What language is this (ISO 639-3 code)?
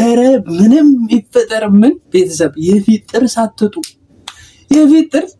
amh